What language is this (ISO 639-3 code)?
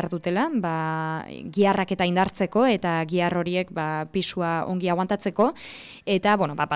eus